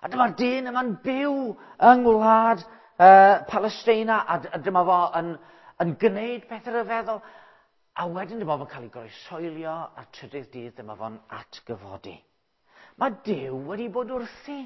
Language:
Welsh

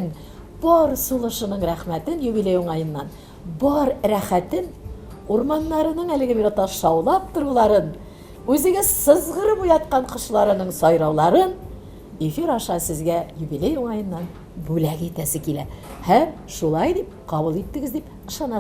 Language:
Tatar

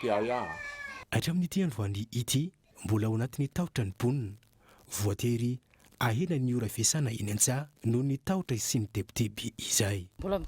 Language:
Malagasy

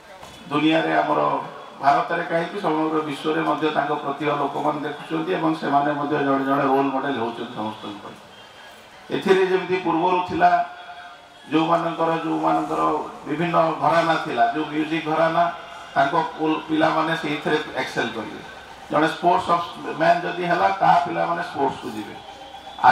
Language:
Odia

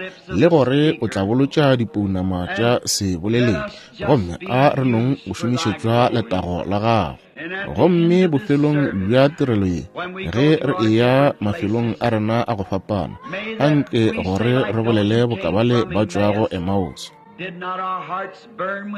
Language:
Northern Sotho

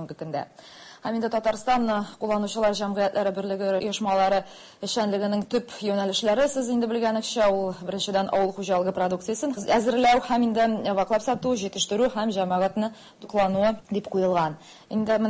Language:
Tatar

